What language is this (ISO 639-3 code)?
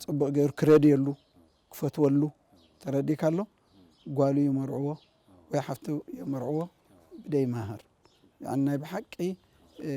tir